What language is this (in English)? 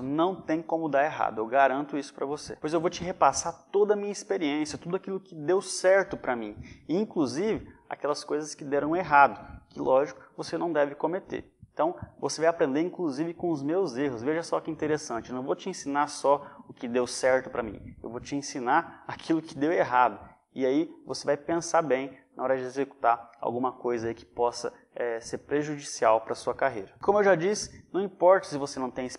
Portuguese